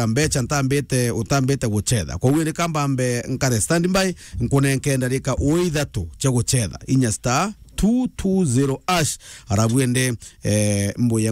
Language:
Meru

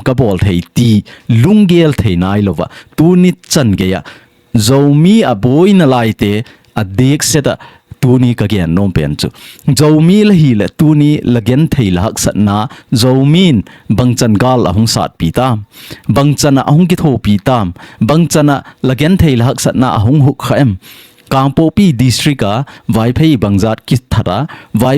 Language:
Thado Chin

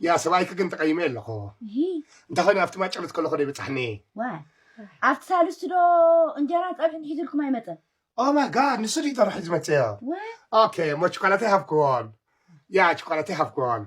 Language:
Tigrinya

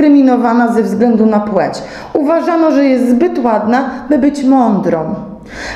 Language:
Polish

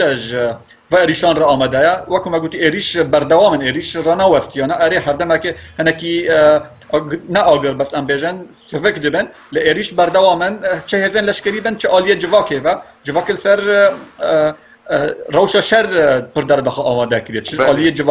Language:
Kurdish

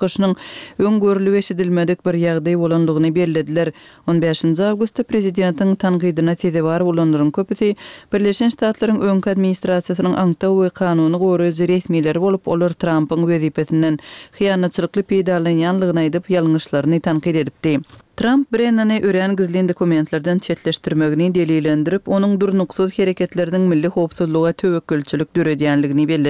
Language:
Turkmen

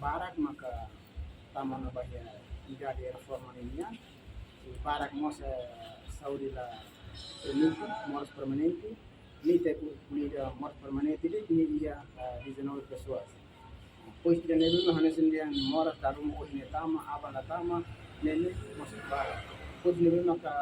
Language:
Tetum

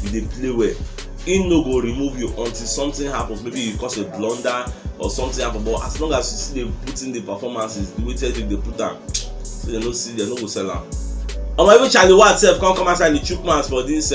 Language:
Nigerian Pidgin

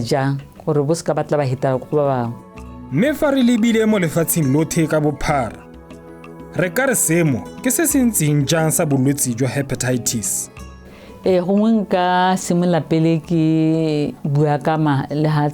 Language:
Tswana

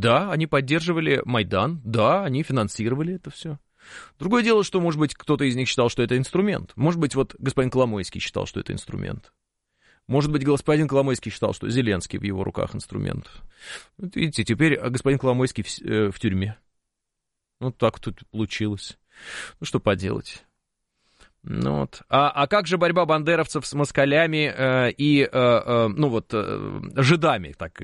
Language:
Russian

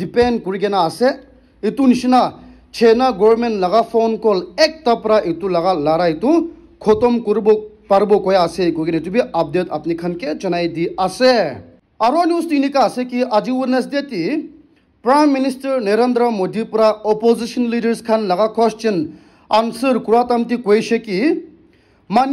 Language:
Naga Pidgin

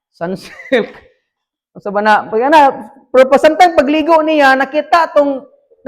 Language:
Cebuano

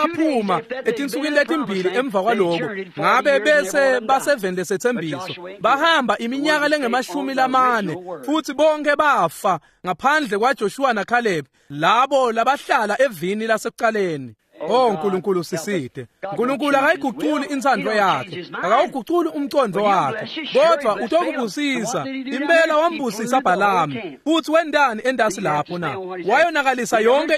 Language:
Swati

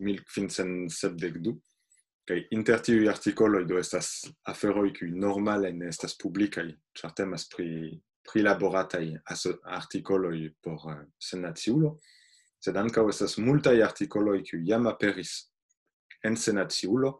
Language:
Esperanto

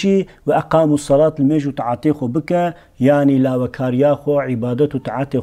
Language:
Kurdish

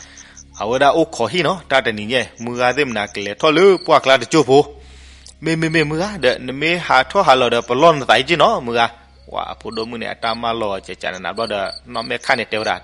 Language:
S'gaw Karen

